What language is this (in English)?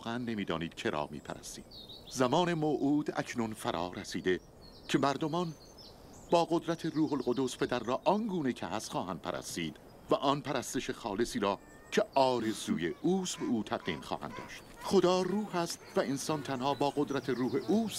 Persian